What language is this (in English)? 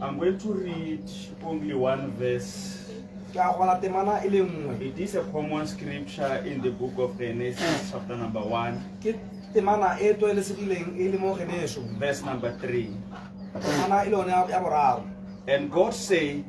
Tswana